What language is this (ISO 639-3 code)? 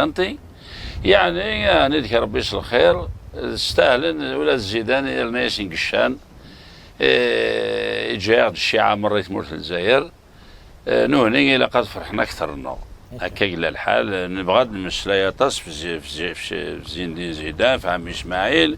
kab